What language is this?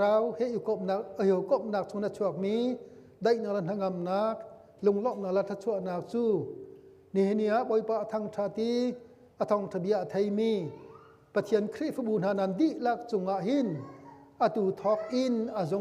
Hakha Chin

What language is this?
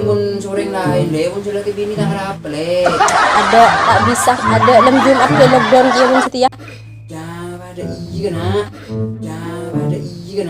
Madurese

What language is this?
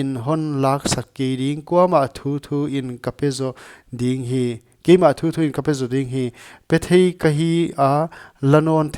Paite Chin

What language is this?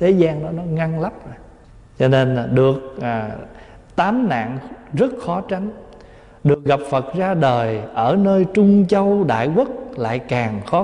Vietnamese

